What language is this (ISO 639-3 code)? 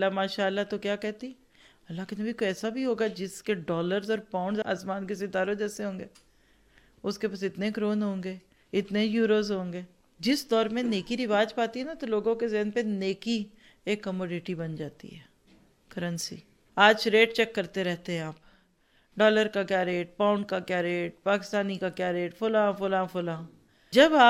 urd